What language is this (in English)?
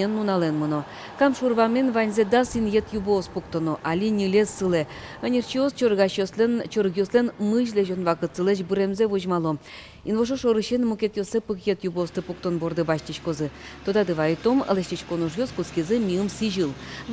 Udmurt